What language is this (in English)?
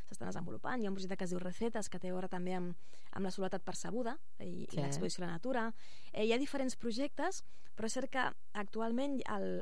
Catalan